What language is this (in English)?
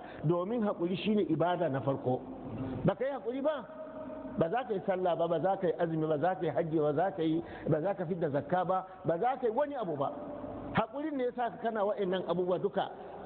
Hausa